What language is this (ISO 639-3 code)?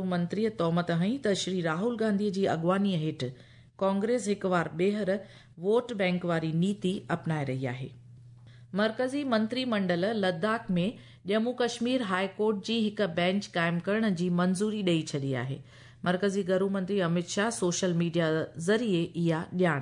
snd